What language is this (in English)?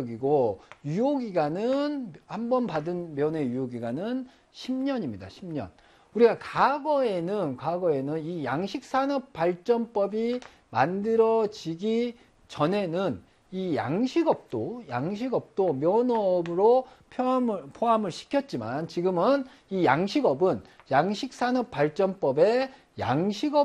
Korean